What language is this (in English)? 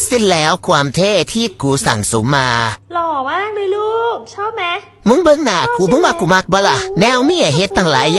Northeastern Thai